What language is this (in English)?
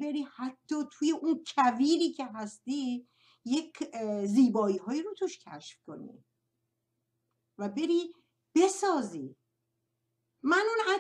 Persian